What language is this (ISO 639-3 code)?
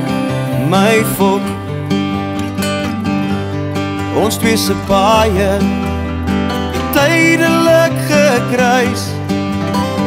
afr